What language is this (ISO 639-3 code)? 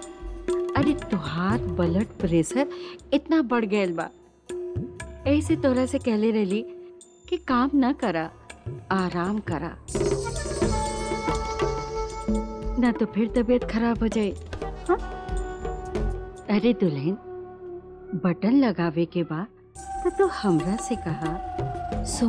bho